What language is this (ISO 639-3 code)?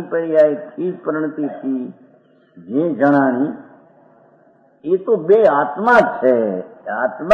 guj